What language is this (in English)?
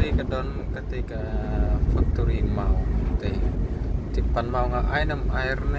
Khasi